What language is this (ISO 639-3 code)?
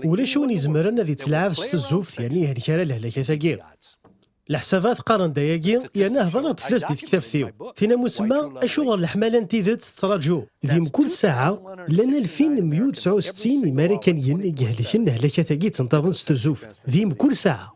kab